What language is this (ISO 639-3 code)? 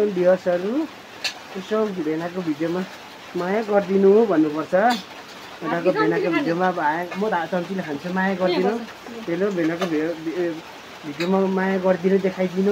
nep